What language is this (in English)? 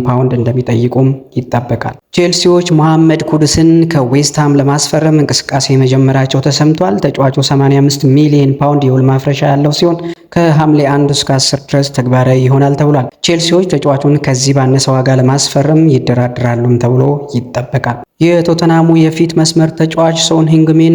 Amharic